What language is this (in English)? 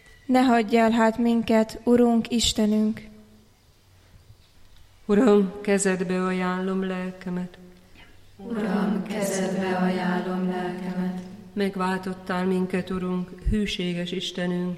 Hungarian